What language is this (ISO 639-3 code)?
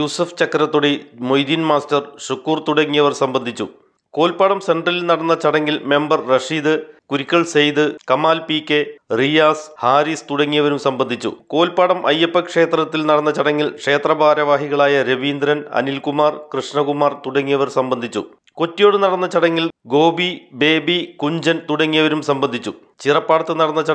mal